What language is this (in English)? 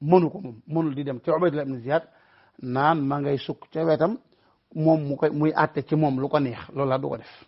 Wolof